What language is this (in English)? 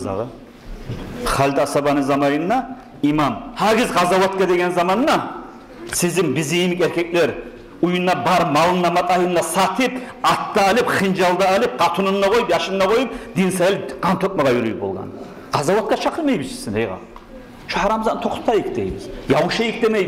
Kumyk